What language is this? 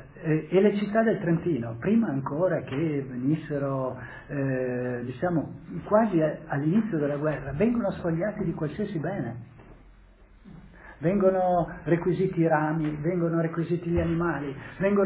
Italian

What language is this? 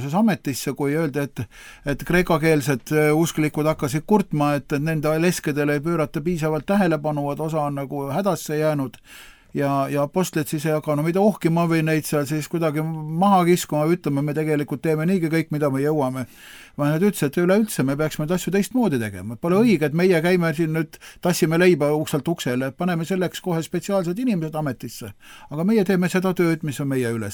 Estonian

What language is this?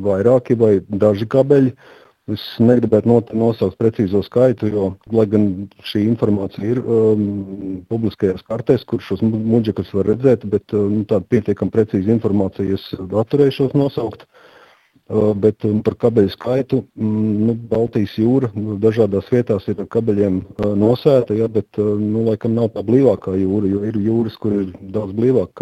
Latvian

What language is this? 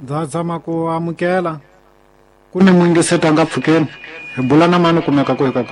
Tsonga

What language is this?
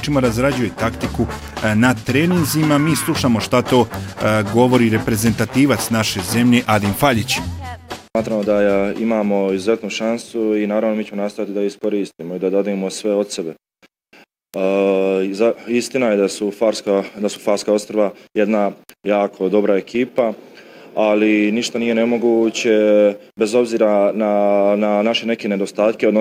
Bosnian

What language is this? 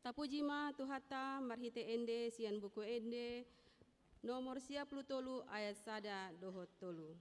Batak Toba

